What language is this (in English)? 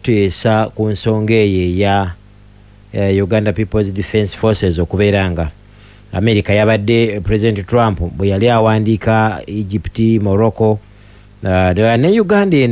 Ganda